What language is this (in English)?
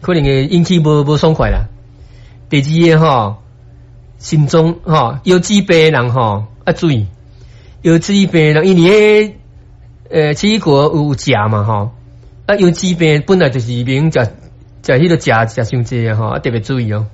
Min Nan Chinese